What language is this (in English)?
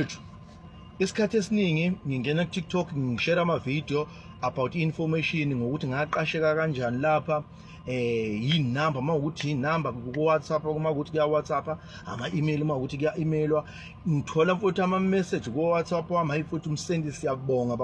Zulu